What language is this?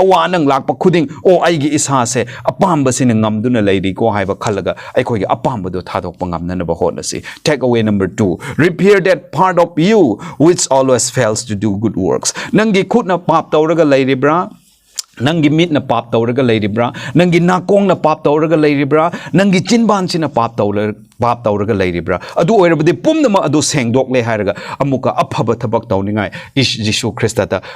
Manipuri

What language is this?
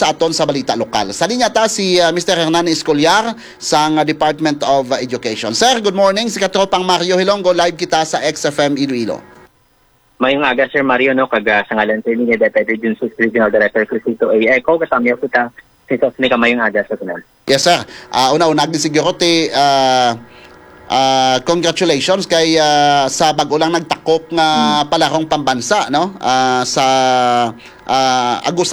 Hiligaynon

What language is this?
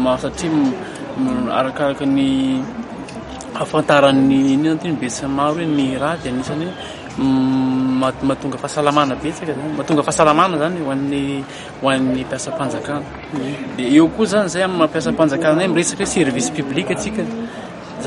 Malagasy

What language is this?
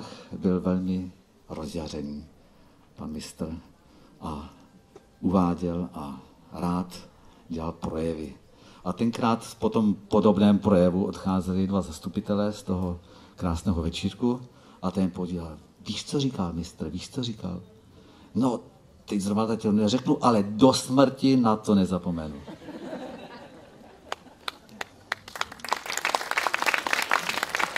Czech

